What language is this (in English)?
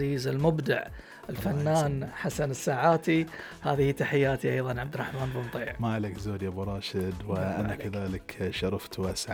Gulf Arabic